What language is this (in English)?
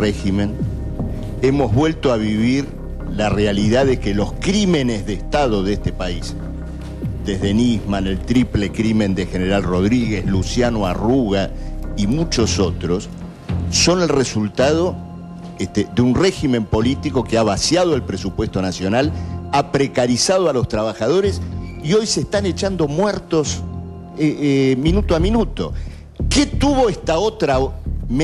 Spanish